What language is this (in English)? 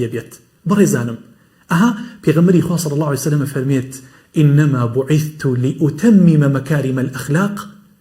Central Kurdish